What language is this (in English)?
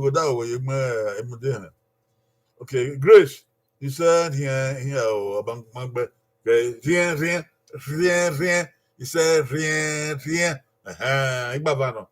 Bini